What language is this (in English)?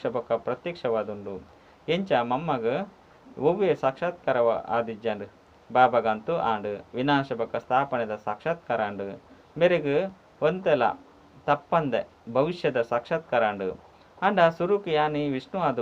Tulu